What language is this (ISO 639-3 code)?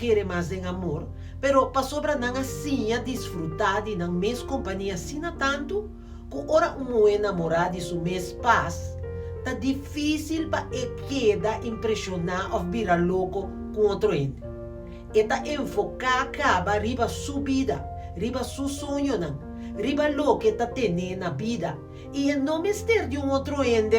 pap